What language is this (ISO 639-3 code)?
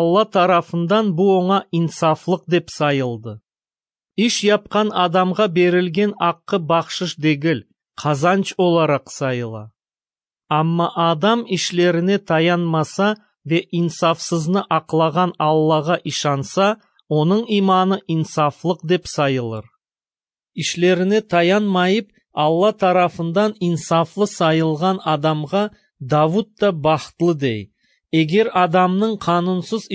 crh